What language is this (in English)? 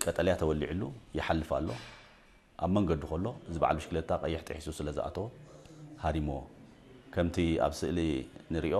Tigrinya